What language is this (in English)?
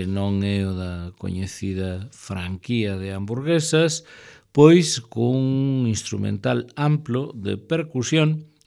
Galician